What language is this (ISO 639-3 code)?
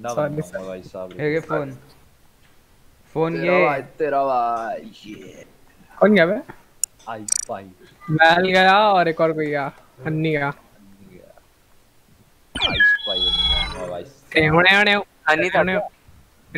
hin